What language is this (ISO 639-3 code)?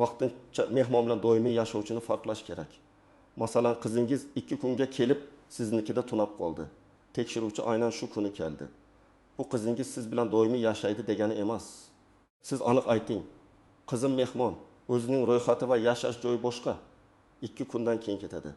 uzb